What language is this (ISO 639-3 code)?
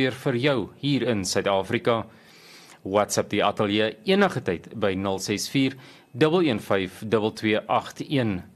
afr